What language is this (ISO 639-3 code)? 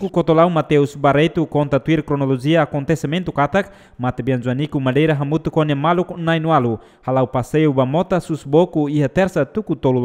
tet